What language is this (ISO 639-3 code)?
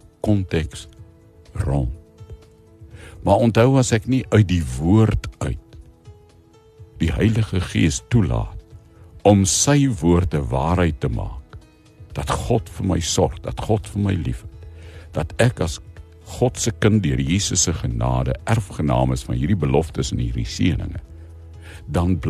afr